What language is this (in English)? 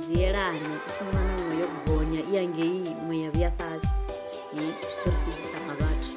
Venda